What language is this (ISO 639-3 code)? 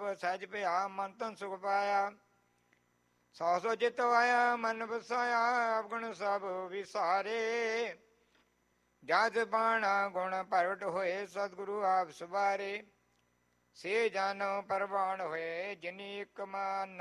pan